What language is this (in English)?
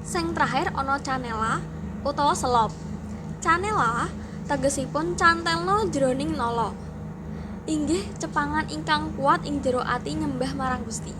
Javanese